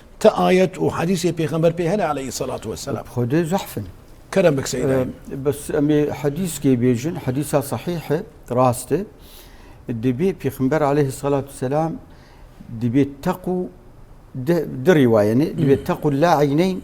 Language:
Kurdish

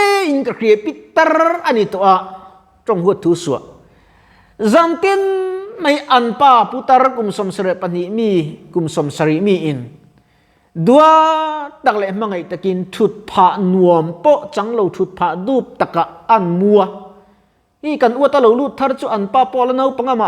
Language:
Mizo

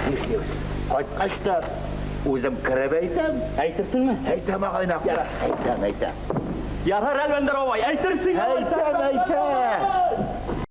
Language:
Tatar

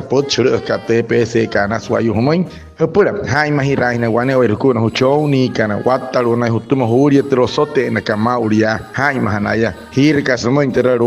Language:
Wayuu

